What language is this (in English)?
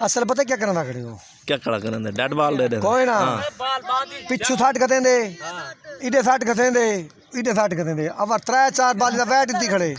Saraiki